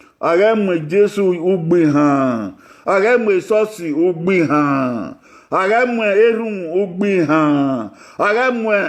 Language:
Bini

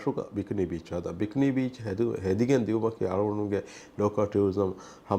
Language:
Divehi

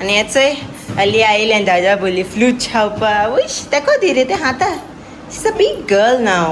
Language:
Konkani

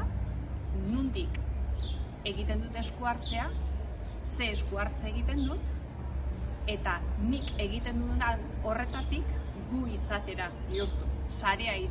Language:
Basque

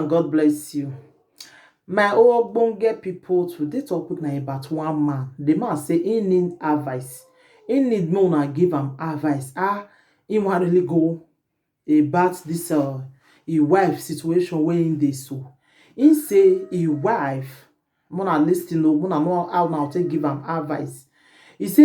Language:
Nigerian Pidgin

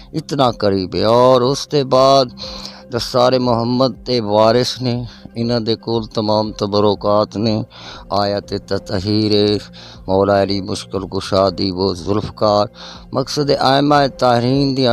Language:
Western Panjabi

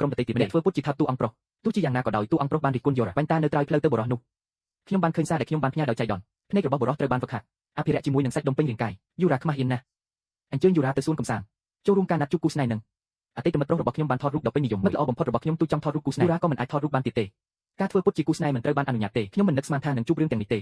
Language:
Khmer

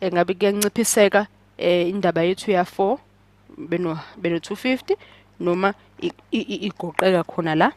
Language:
Zulu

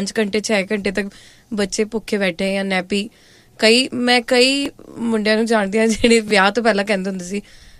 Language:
Punjabi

